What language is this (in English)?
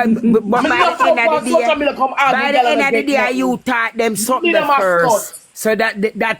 Jamaican Creole English